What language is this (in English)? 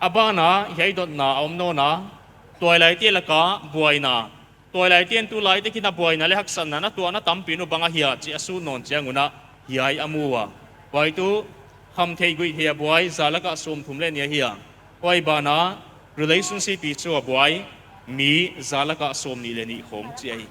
Paite Chin